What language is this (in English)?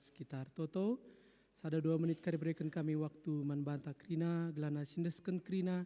Batak Karo